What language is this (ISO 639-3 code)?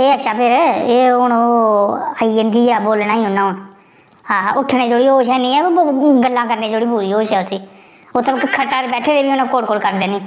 doi